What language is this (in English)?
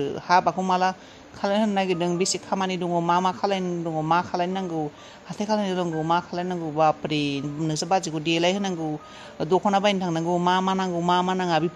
Bodo